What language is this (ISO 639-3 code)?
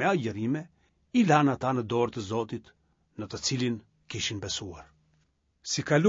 sqi